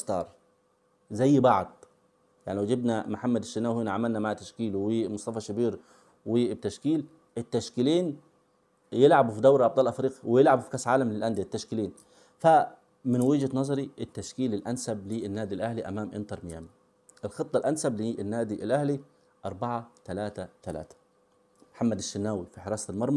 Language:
Egyptian Arabic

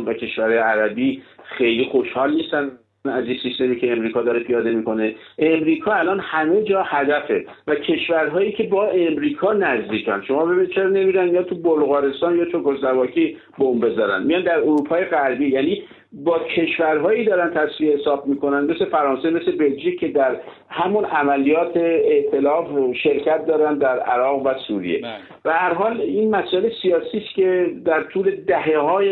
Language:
Persian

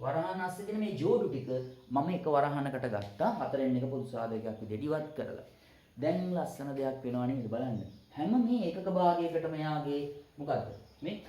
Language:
Sinhala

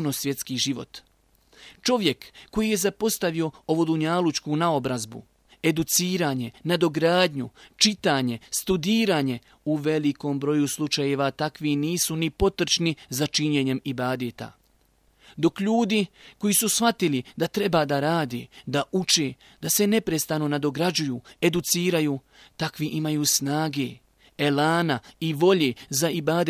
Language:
Bosnian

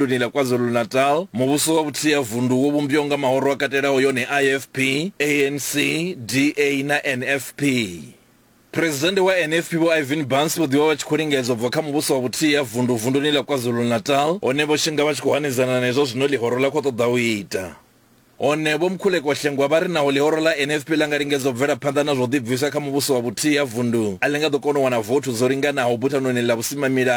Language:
Venda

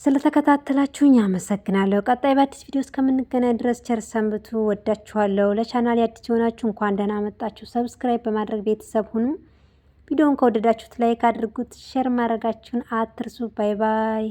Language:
Amharic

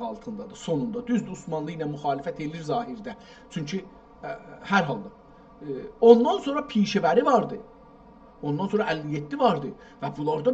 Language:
South Azerbaijani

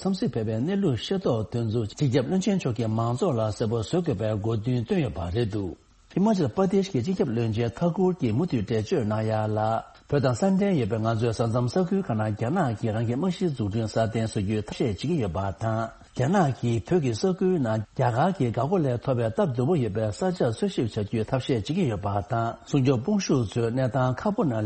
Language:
Tibetan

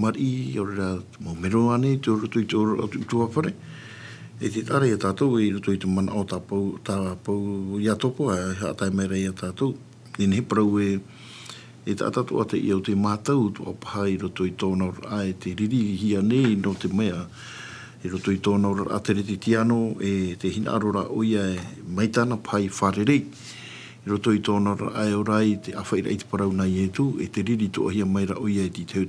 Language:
Tahitian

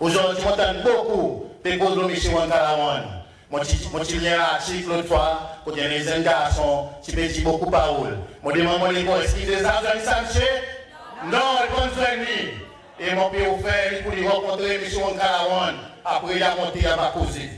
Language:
Seselwa Creole French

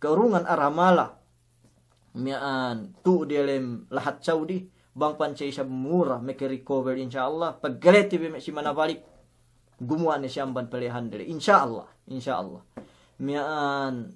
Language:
Yakan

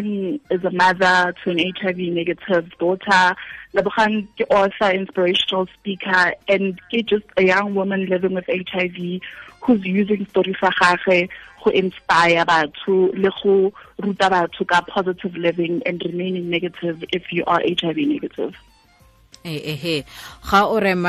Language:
Tswana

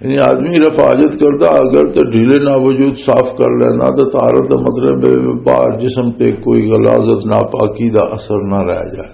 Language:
Western Panjabi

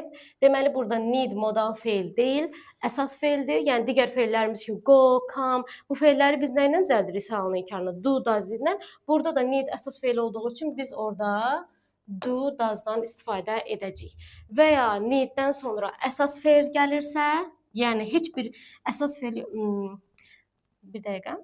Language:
Azerbaijani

